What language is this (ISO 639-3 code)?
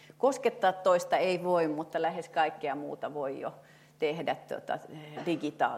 fin